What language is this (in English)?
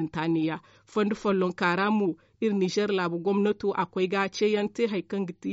Zarma